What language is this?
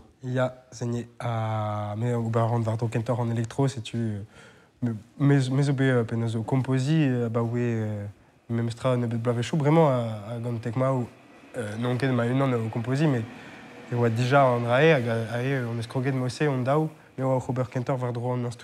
Breton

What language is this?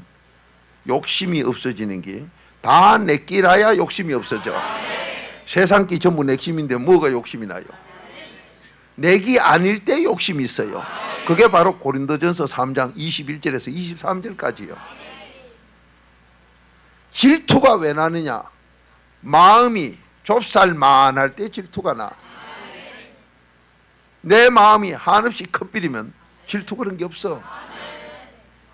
Korean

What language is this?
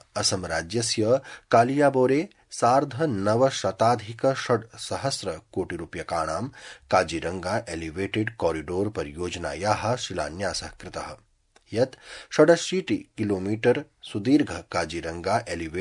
Sanskrit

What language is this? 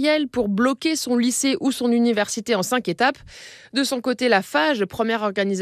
French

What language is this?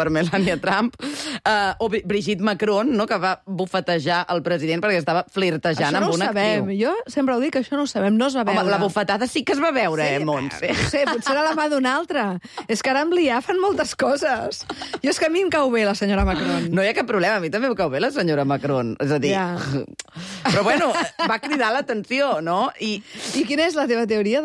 Catalan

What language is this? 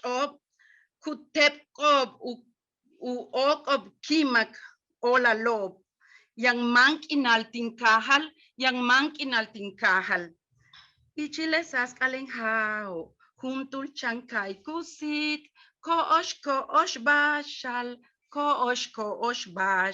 Yucateco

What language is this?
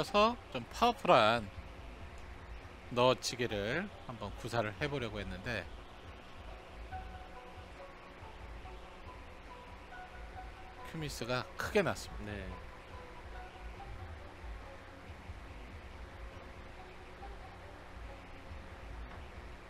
Korean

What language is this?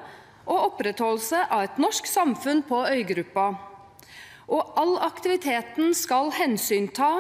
Norwegian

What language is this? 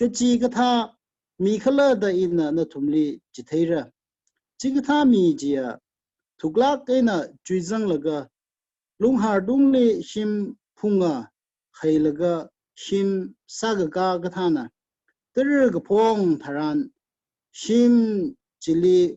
Tangkhul Naga (India)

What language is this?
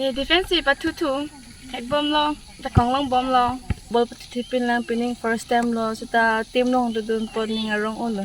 Karbi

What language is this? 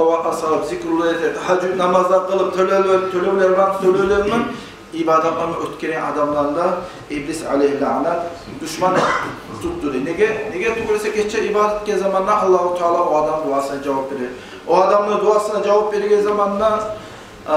Kumyk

